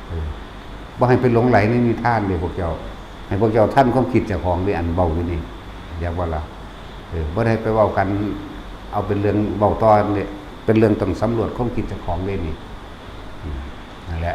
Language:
Lao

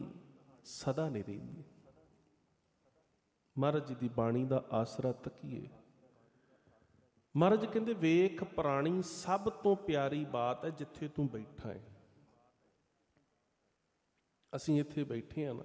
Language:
Punjabi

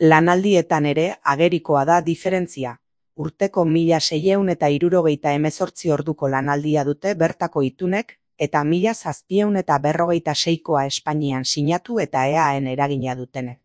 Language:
Basque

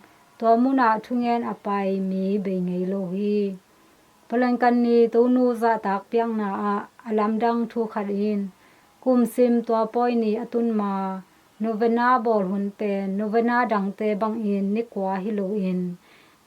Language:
Tedim Chin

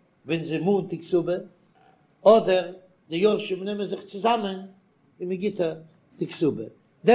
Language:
Yiddish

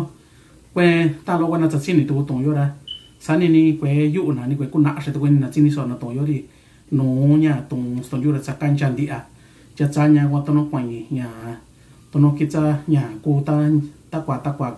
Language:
Mixtepec Mixtec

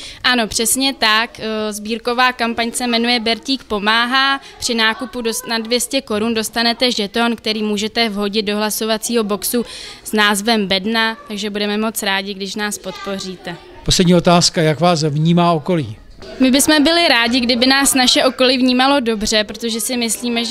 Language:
Czech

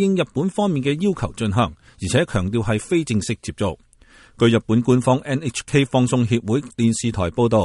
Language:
Cantonese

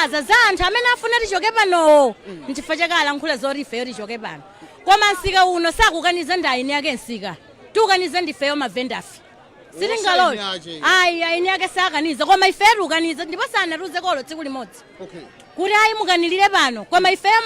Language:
Nyanja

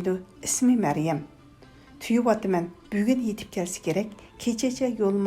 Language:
Uyghur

